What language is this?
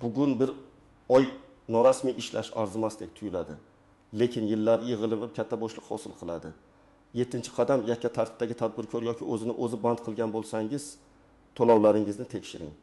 Uzbek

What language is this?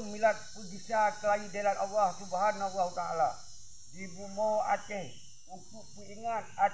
Achinese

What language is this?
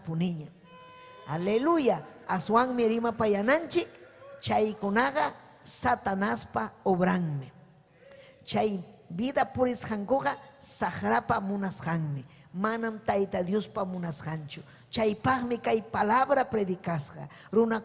Ayacucho Quechua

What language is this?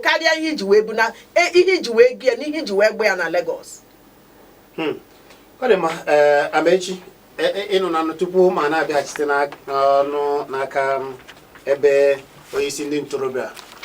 Igbo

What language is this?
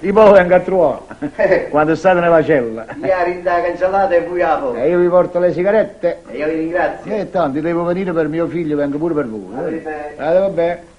Neapolitan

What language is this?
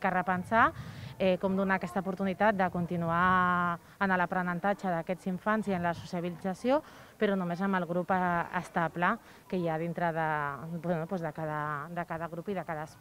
Catalan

